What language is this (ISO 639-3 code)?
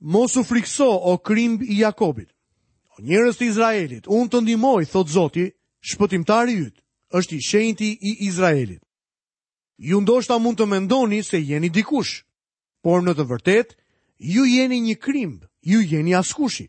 sqi